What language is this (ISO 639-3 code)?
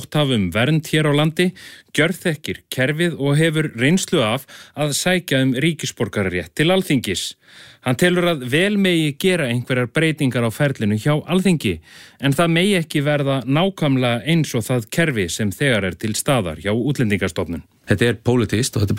isl